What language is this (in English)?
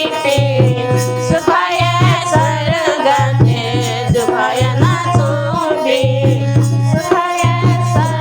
Newari